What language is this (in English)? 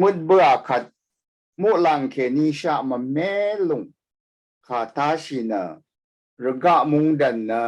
Rawang